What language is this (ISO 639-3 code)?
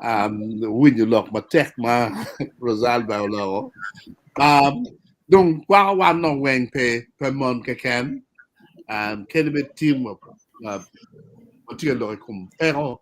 ach